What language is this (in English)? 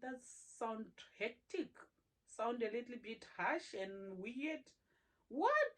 Herero